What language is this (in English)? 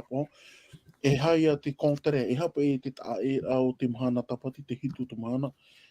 Tahitian